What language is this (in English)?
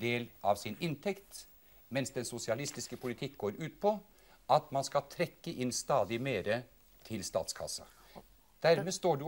Norwegian